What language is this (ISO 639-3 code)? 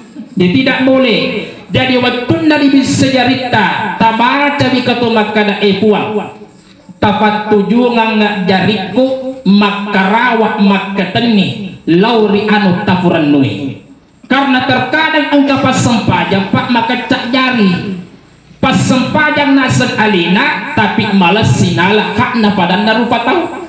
bug